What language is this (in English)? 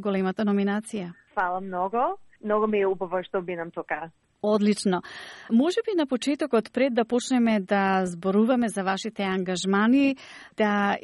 Macedonian